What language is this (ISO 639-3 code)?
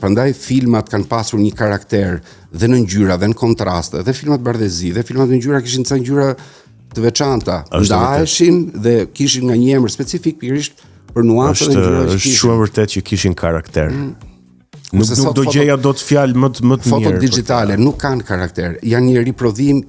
sqi